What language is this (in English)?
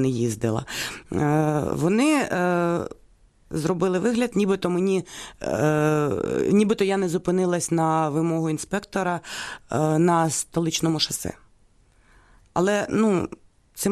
Ukrainian